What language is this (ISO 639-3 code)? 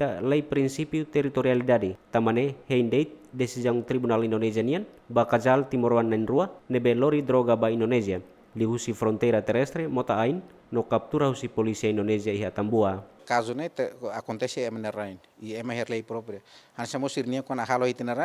tet